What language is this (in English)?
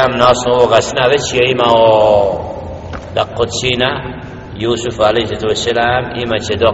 Bosnian